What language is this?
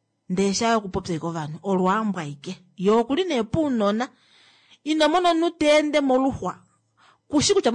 Kuanyama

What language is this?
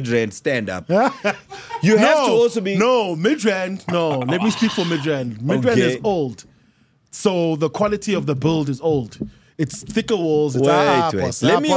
English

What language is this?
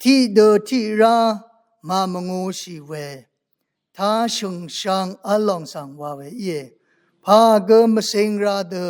Rawang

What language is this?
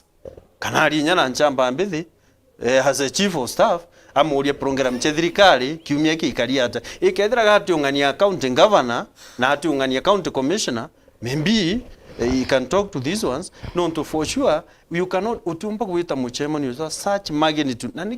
Meru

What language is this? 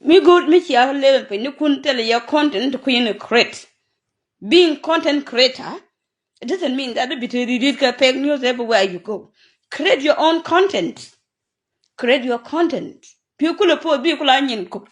Nuer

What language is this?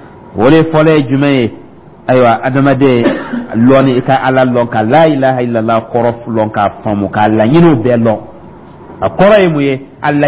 Dyula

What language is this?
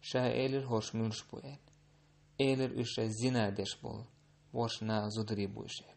Chechen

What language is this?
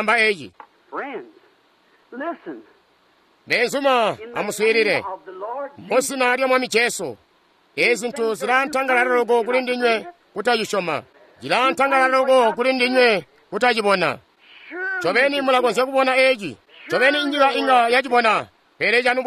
Tonga (Zambia)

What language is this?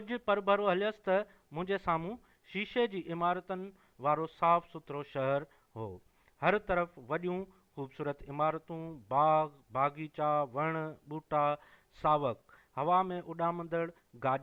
Sindhi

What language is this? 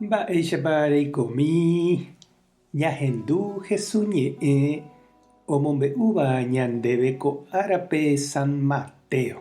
Guarani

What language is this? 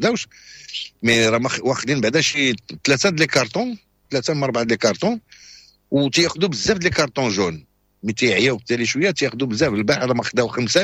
Moroccan Arabic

